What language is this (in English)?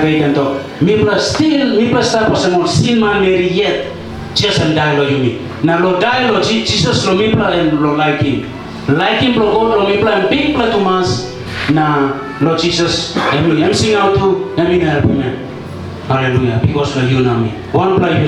Tok Pisin